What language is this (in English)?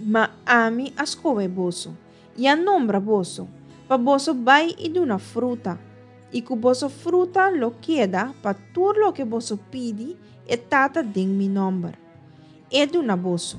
Papiamento